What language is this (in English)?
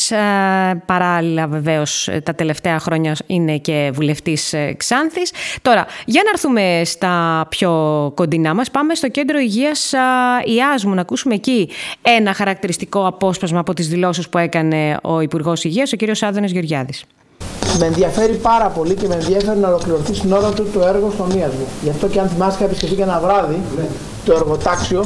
Greek